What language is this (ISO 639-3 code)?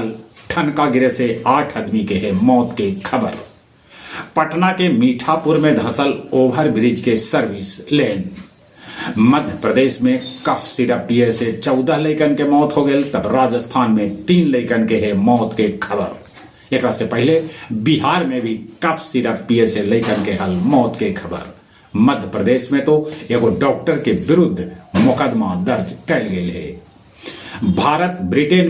mag